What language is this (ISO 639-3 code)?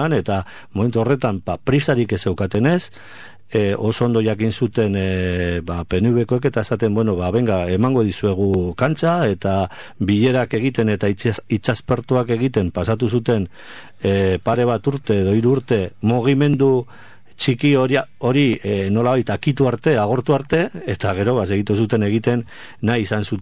eus